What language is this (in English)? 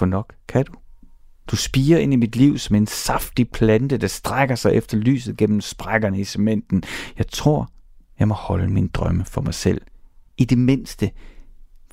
Danish